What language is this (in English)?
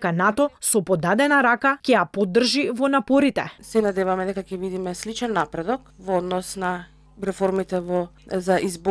Macedonian